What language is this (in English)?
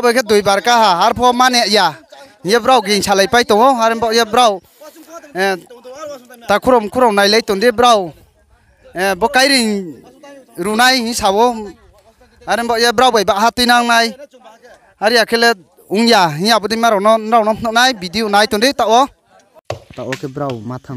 Riang (India)